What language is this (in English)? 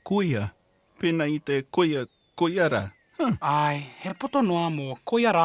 Māori